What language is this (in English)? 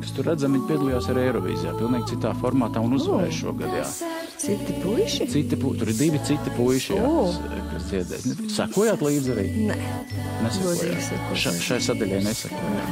Latvian